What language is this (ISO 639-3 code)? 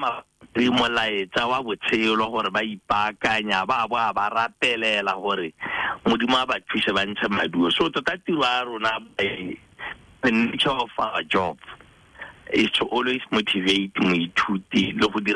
tsn